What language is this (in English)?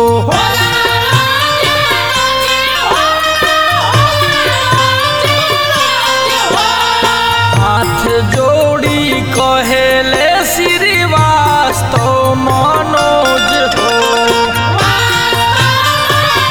Bhojpuri